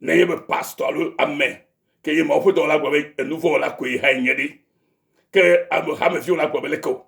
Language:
Ewe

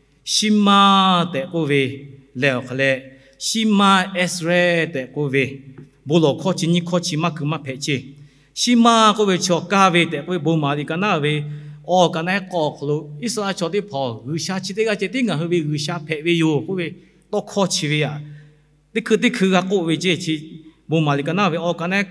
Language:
Lahu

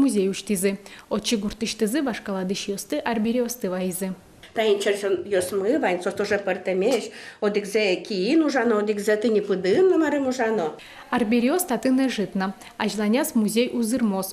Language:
Udmurt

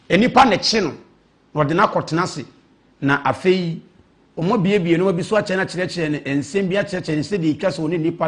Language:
Akan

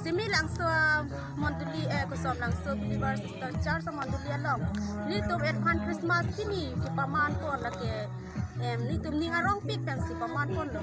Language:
Karbi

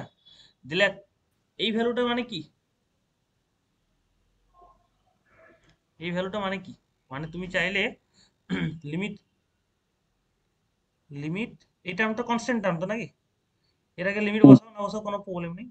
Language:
Bangla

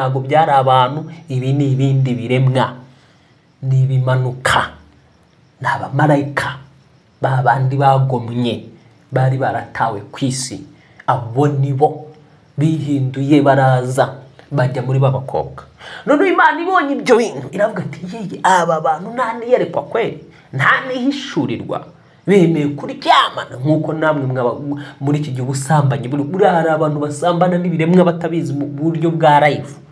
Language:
Kinyarwanda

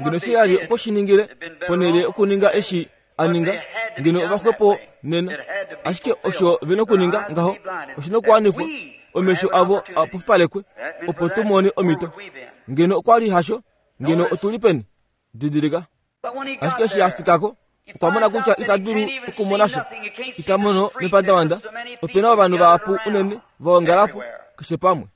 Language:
Kuanyama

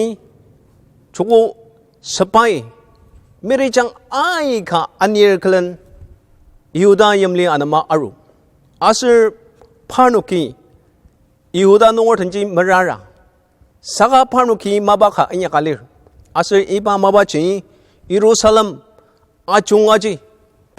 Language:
Ao Naga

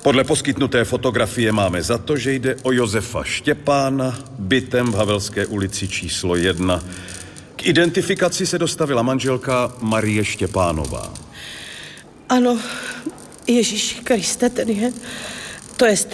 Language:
Czech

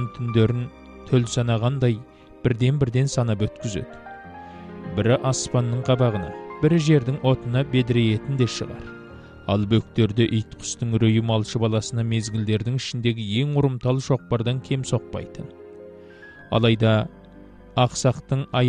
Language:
Kazakh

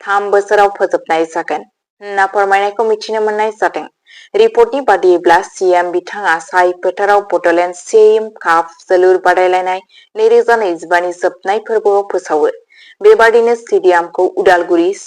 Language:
Bodo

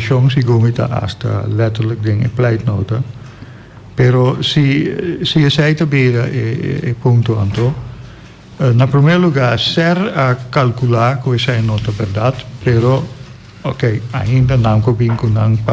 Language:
Papiamento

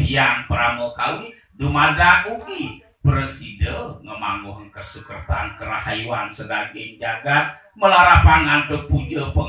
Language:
Balinese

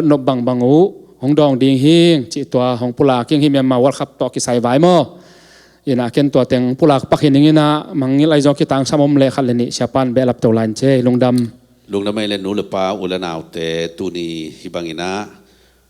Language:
Tedim Chin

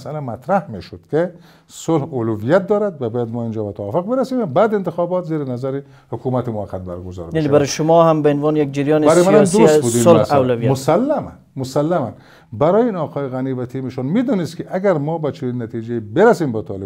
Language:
Persian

